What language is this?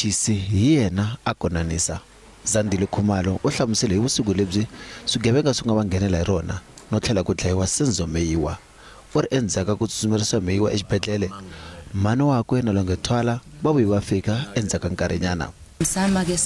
Tsonga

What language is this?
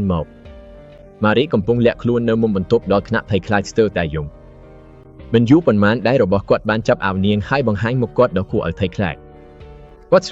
Khmer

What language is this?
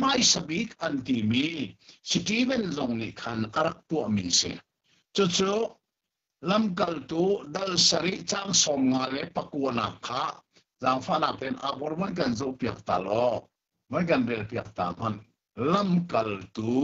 Hakha Chin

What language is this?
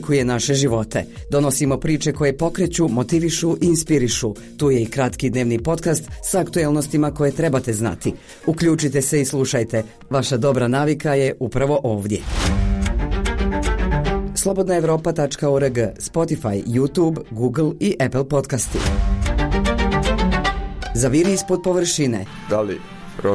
Bosnian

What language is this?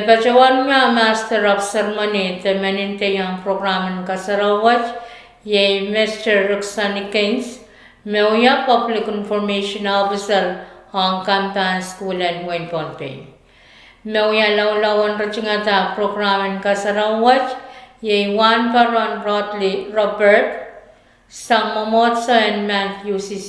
Pohnpeian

